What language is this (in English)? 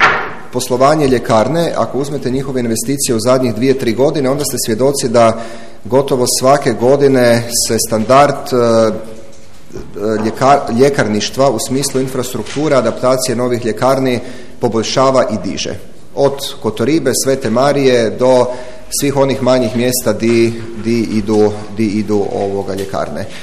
Croatian